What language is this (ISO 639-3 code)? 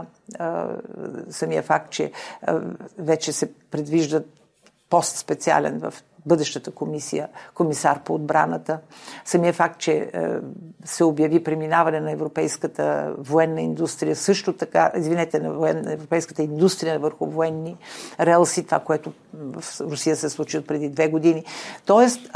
bul